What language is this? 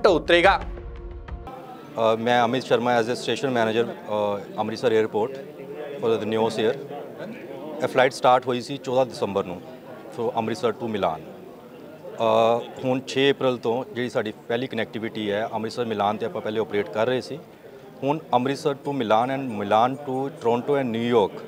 Punjabi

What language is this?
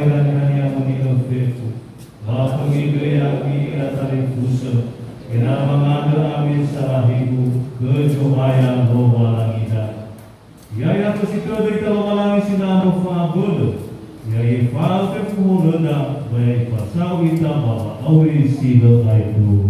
Nias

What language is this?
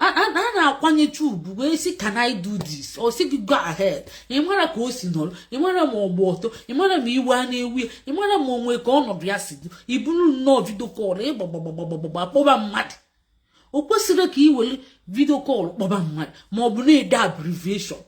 Igbo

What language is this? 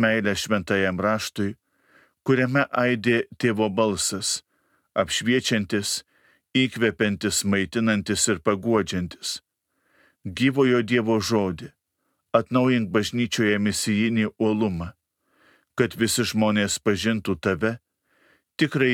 Lithuanian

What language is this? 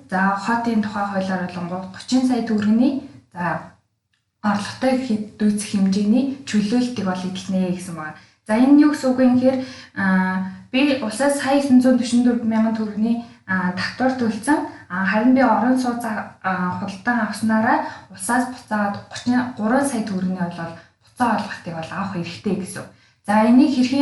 Mongolian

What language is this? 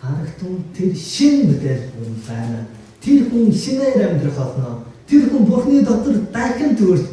Mongolian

